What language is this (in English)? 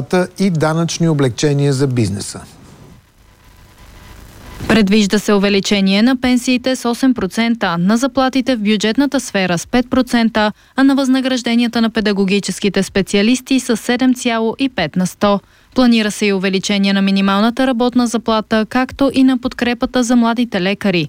Bulgarian